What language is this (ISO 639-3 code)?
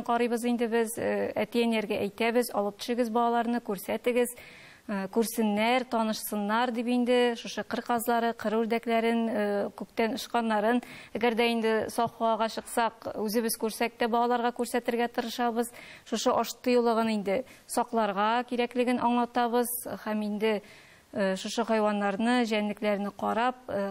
tat